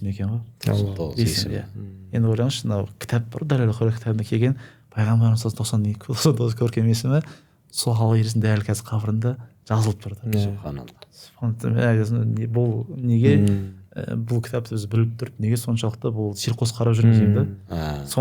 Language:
Kazakh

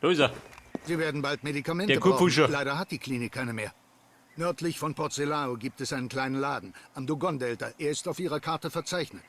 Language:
Bavarian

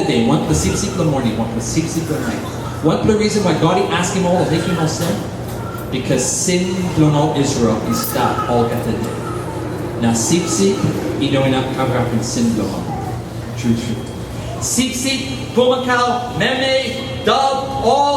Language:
Tok Pisin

